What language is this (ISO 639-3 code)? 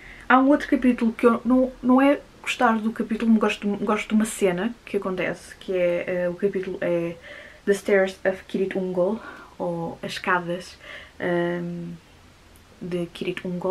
por